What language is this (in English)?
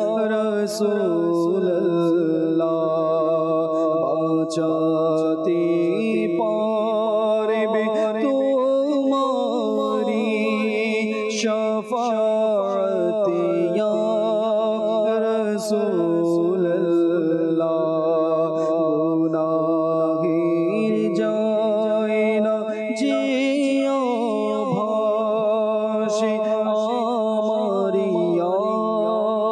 Bangla